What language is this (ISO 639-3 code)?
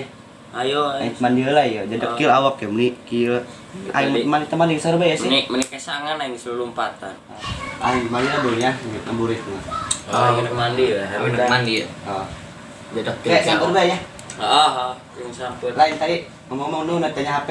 sun